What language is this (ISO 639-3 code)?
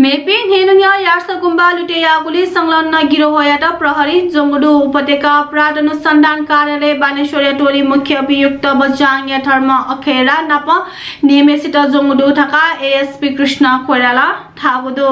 new